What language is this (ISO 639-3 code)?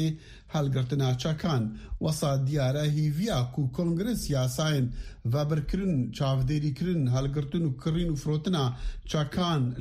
kur